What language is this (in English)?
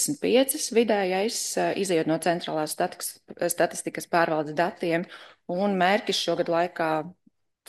Latvian